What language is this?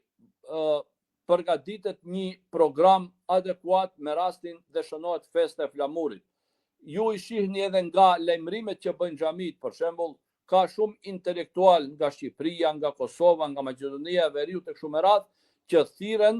Albanian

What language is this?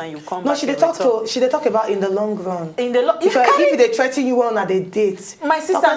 Nigerian Pidgin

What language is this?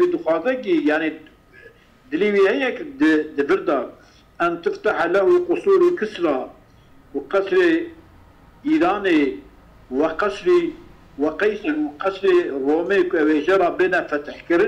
Kurdish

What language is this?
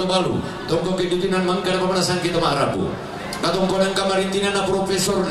Toraja-Sa'dan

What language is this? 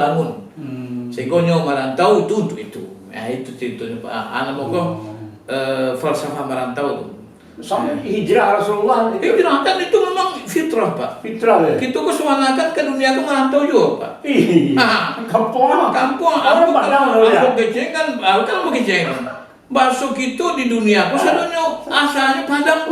Minangkabau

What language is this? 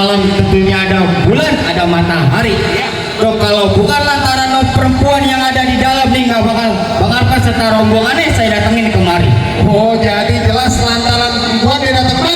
Betawi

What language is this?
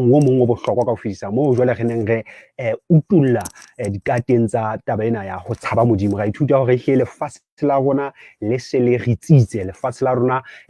Southern Sotho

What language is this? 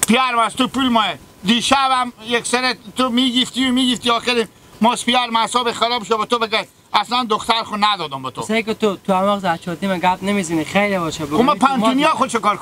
Hazaragi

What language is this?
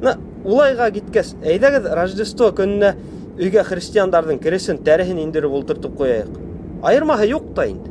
Bashkir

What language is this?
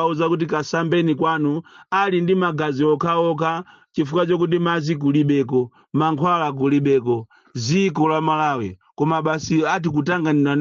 Nyanja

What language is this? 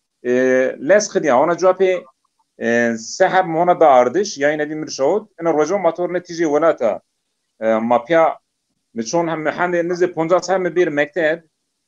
Zaza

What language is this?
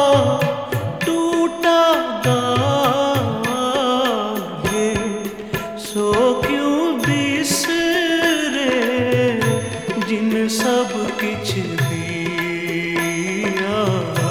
Punjabi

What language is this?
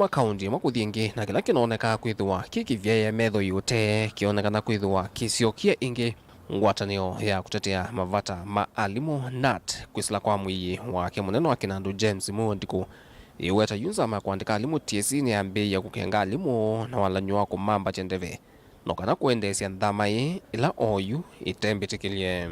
Kamba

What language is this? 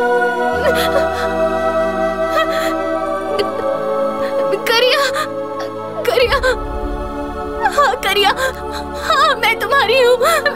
Hindi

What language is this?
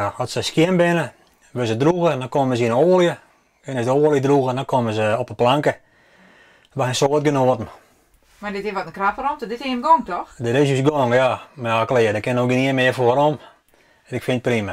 Western Frisian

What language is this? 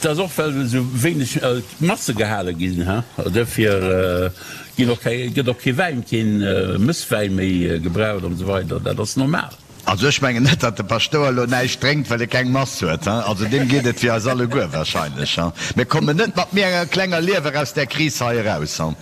Luxembourgish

